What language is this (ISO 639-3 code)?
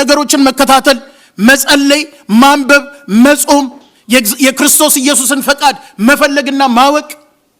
amh